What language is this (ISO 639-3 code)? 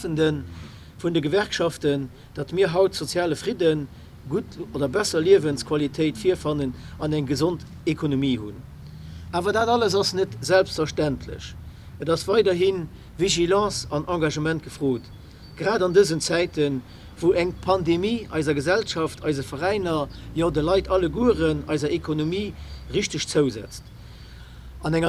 ltz